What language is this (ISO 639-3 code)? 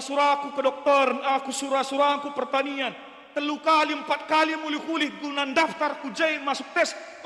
btx